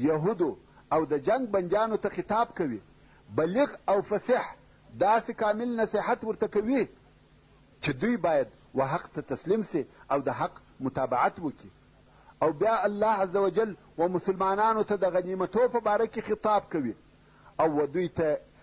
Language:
Pashto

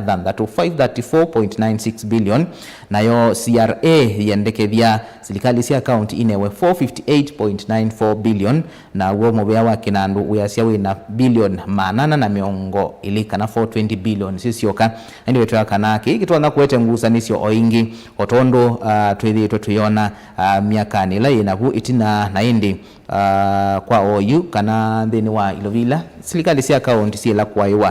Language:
Kamba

